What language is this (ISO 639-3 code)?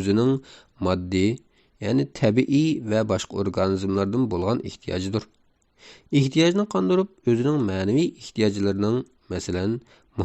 uig